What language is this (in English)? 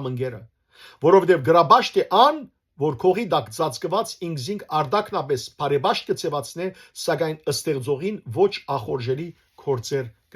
Western Armenian